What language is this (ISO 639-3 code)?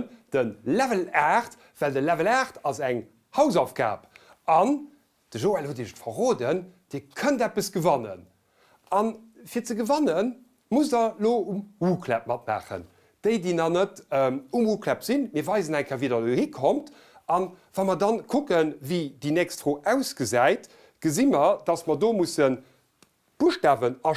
ltz